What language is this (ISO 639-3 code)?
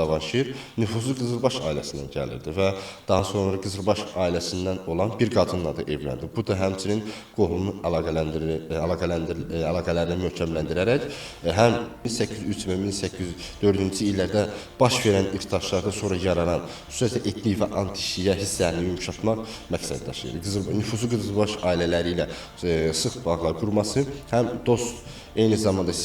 aze